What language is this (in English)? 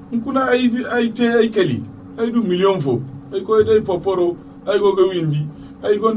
Zarma